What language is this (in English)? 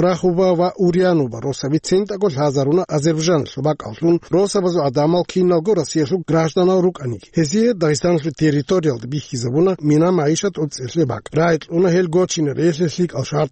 Avaric